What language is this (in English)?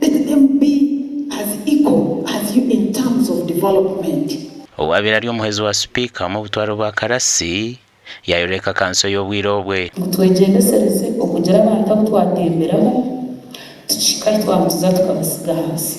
Nyankole